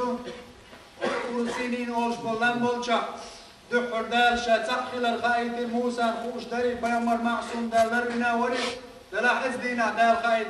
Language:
Chechen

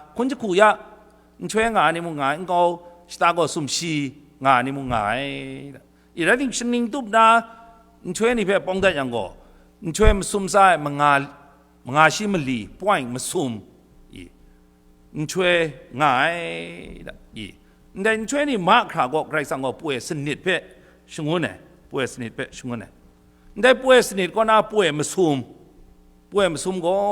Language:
Kachin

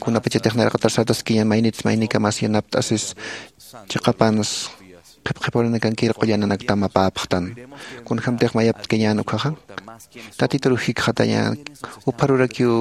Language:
Aymara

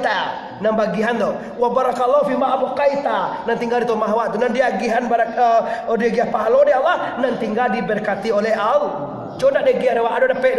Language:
Minangkabau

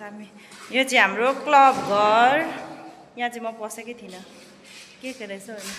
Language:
Nepali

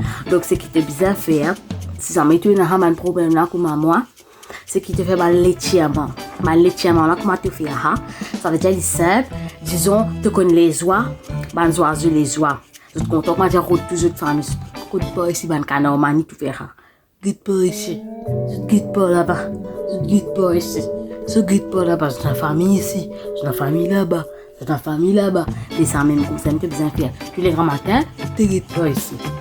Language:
Morisyen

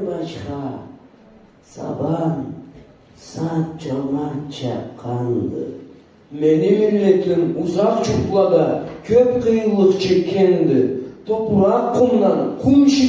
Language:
Karachay-Balkar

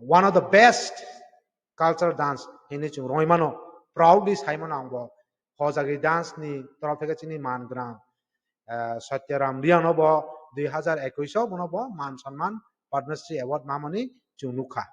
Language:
Kok Borok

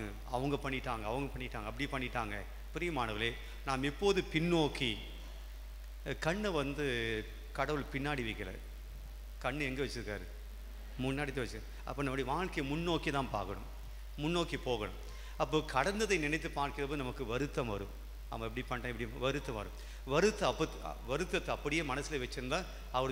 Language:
Tamil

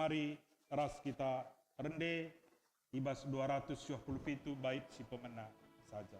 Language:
Batak Karo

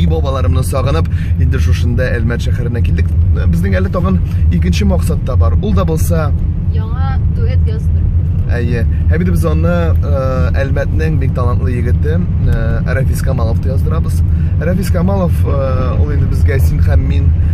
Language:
Tatar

